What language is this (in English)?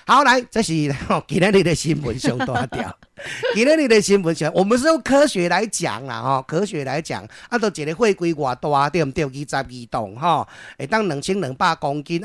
Min Nan Chinese